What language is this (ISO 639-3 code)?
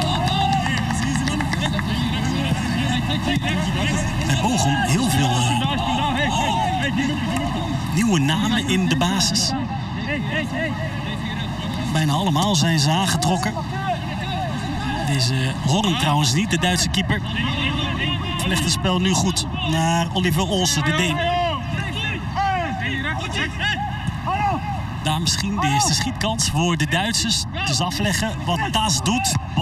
nld